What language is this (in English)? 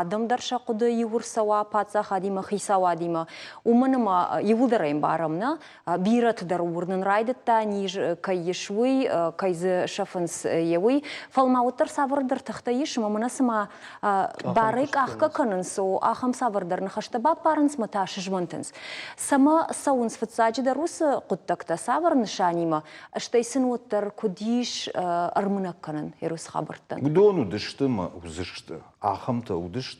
Ossetic